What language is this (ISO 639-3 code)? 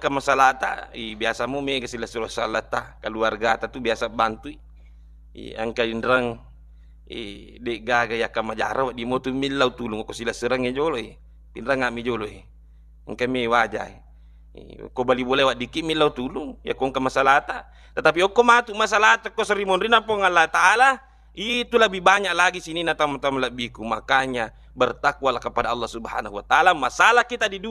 bug